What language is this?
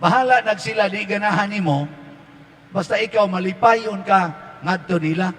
Cebuano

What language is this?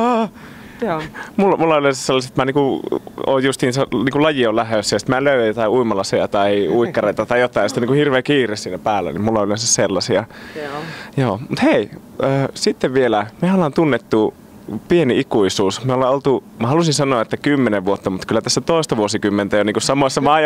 Finnish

